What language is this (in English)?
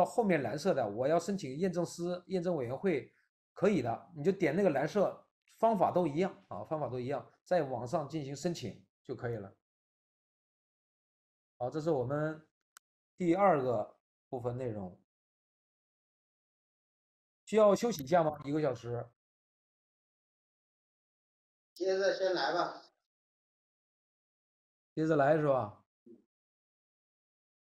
Chinese